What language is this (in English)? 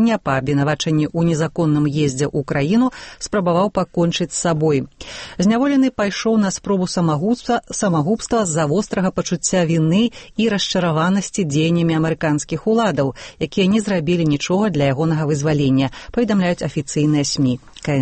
Belarusian